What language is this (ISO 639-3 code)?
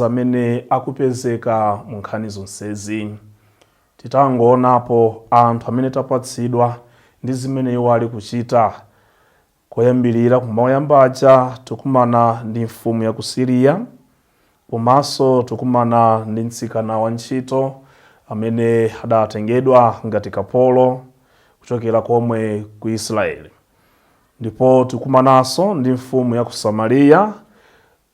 nya